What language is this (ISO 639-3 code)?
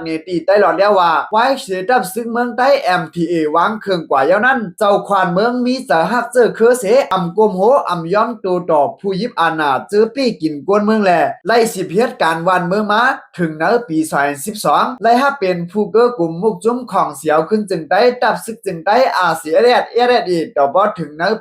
shn